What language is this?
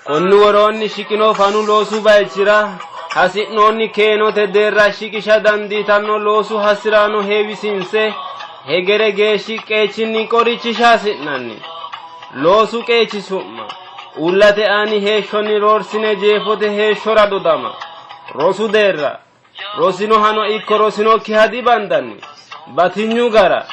Sidamo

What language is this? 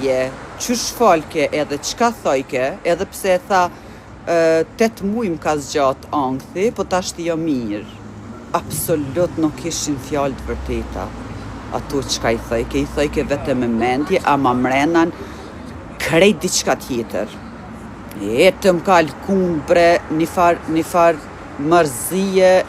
Albanian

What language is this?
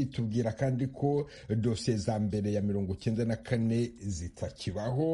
Kinyarwanda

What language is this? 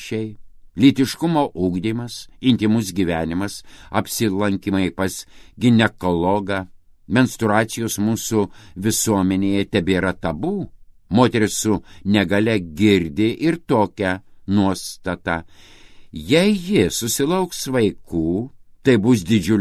Lithuanian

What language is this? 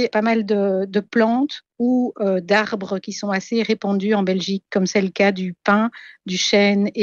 French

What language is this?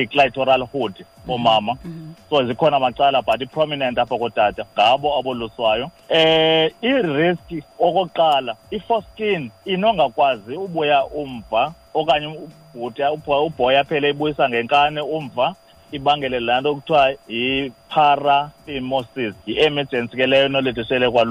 Xhosa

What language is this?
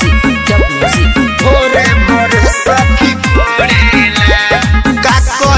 Bhojpuri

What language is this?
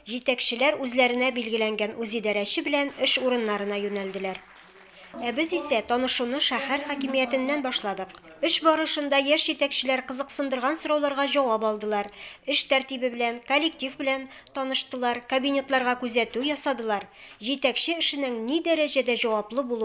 Tatar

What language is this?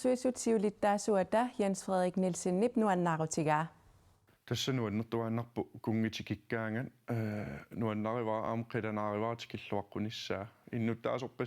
Kalaallisut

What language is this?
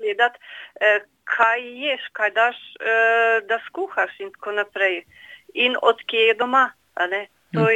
Slovenian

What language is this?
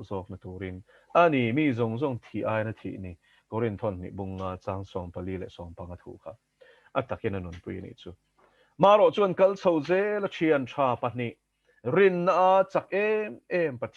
Mizo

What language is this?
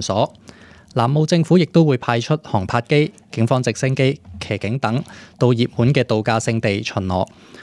Cantonese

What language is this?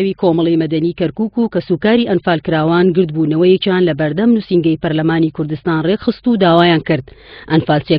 Central Kurdish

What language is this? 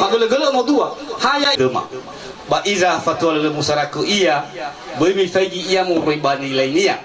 Nias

